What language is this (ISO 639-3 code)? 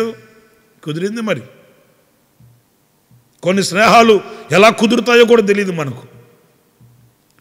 tel